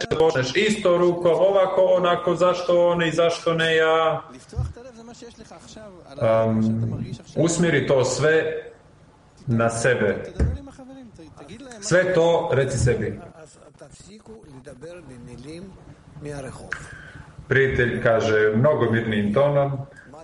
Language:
Croatian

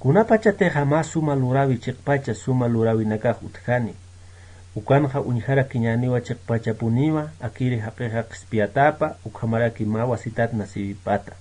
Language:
Aymara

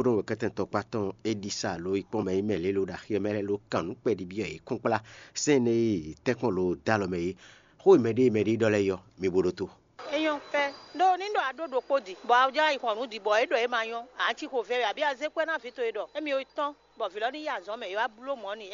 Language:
Fon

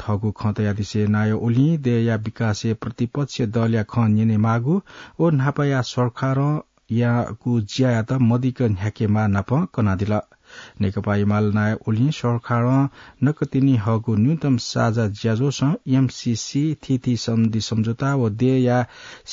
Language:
Newari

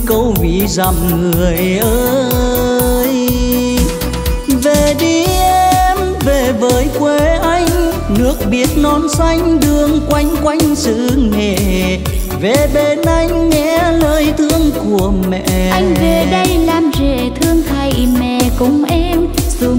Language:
Vietnamese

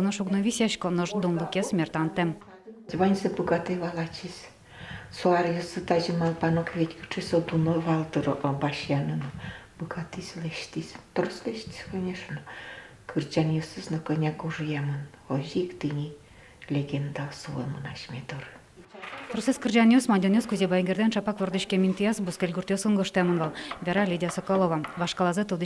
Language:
Udmurt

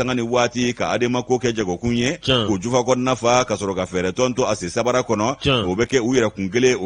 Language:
Bambara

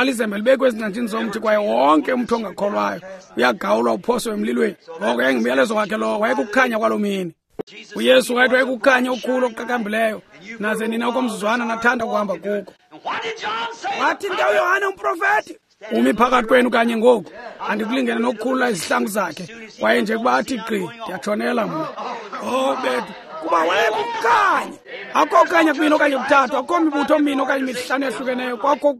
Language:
Xhosa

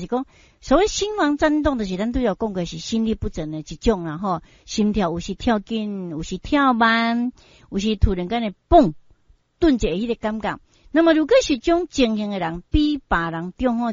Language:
Min Nan Chinese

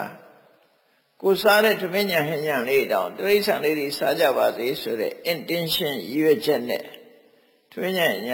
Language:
Burmese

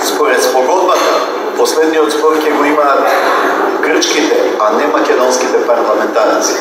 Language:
Macedonian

